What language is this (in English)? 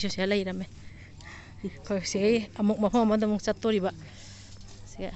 Manipuri